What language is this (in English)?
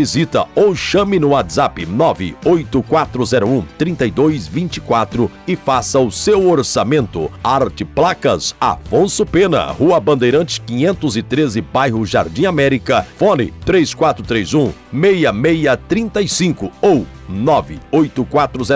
Portuguese